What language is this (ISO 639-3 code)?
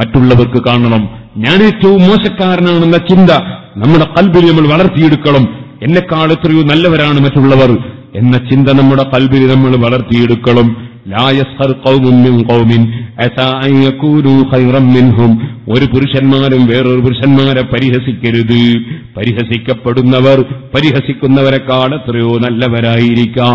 mal